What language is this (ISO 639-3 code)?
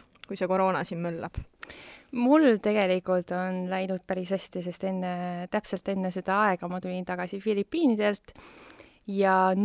est